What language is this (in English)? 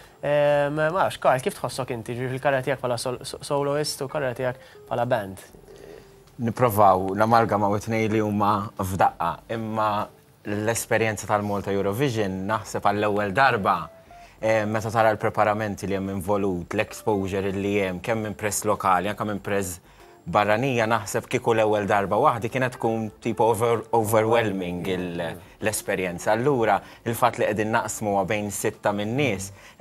Maltese